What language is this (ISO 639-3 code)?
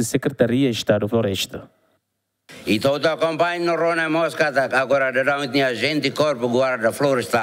tet